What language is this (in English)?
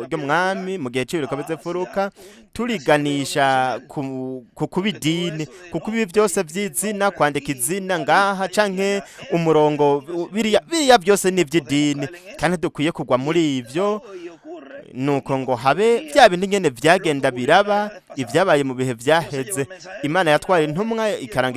Rundi